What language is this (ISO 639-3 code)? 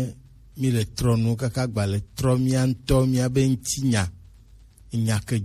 gej